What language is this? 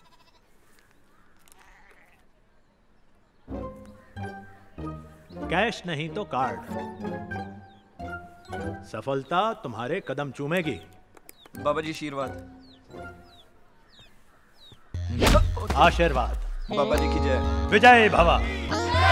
Hindi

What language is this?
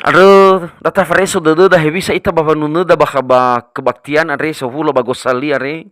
Nias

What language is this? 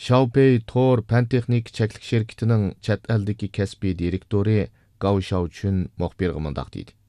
Uyghur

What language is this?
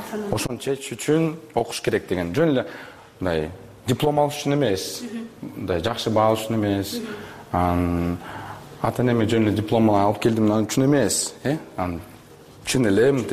Kyrgyz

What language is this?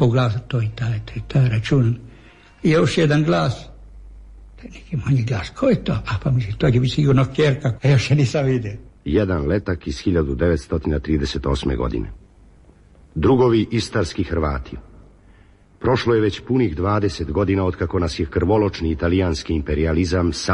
Croatian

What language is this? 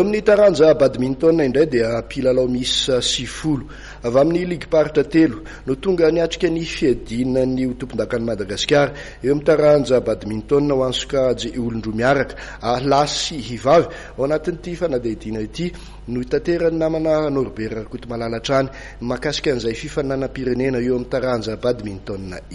Malagasy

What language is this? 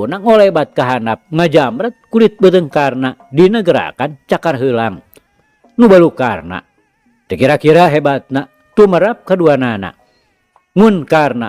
Sundanese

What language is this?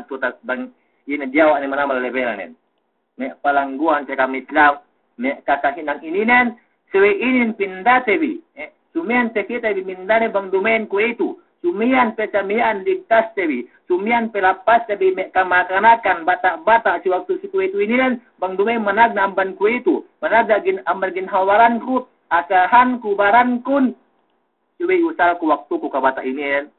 Yakan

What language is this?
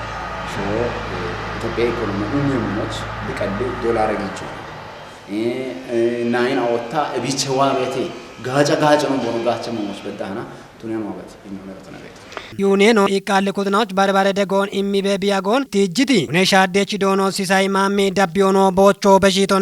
Kafa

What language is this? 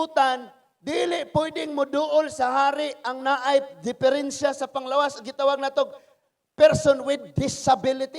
Cebuano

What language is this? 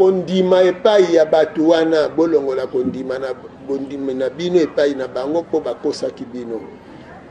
Lingala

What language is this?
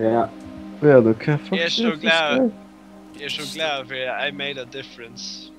Faroese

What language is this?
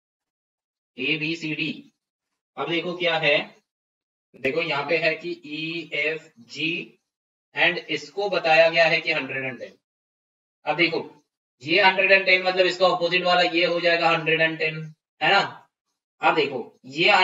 Hindi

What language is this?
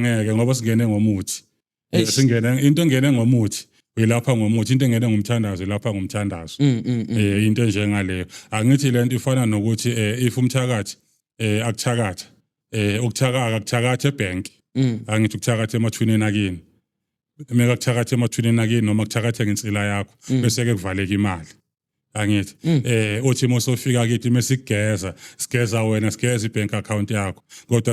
Zulu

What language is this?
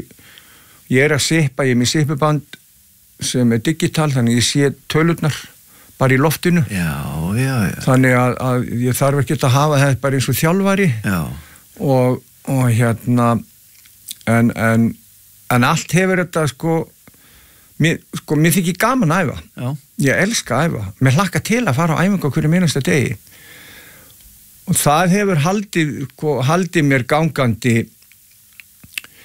Icelandic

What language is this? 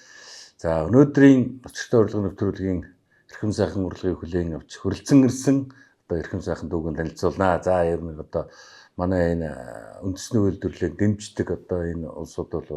Mongolian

